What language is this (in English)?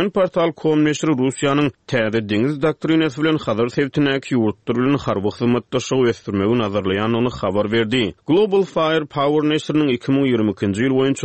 Turkmen